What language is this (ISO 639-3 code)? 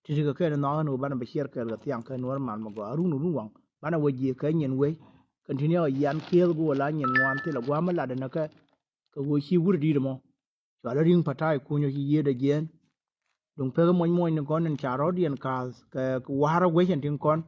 nus